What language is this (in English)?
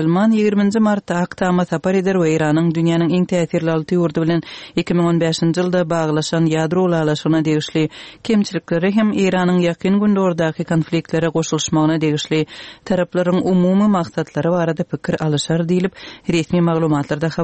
Turkmen